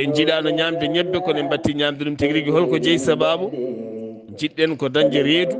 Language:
Fula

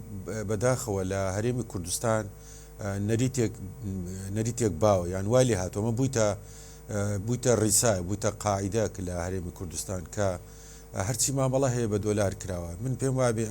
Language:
Central Kurdish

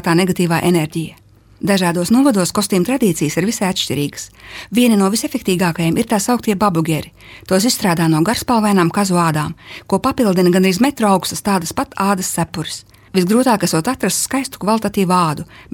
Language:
Latvian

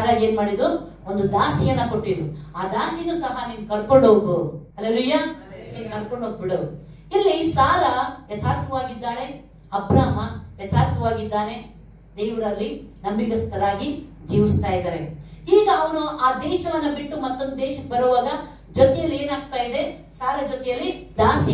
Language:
Kannada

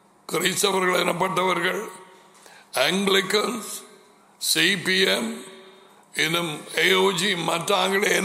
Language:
Tamil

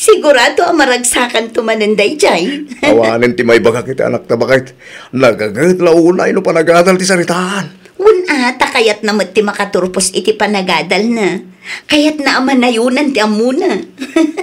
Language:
Iloko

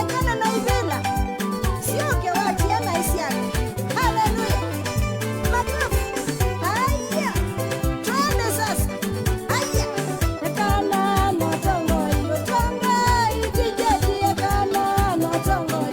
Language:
Kamba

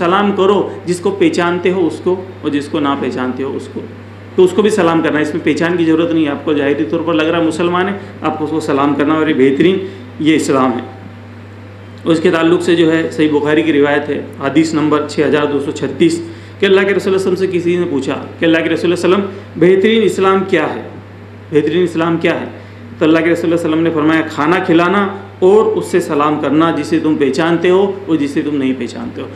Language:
Urdu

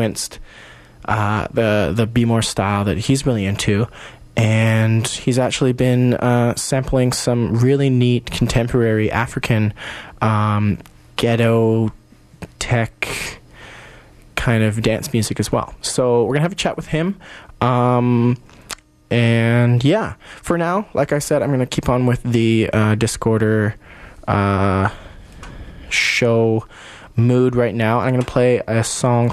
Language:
English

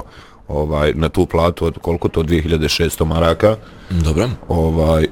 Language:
Bosnian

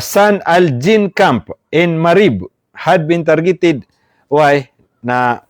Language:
Maranao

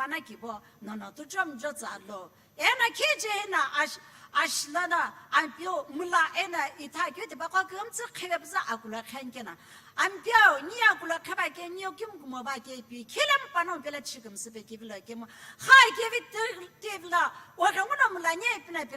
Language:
Sumi Naga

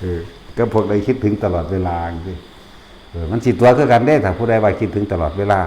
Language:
Northeastern Thai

